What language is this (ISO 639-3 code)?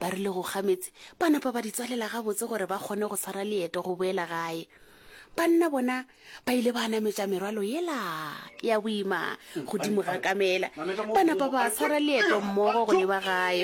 nso